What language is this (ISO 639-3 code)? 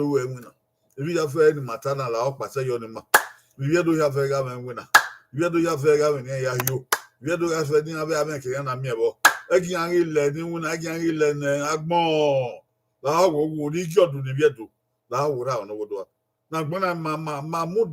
bin